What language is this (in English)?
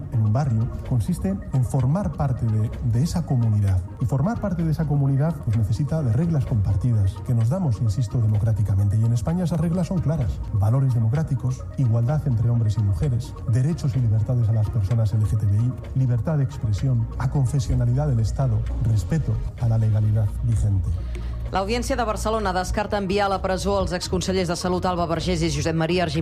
Catalan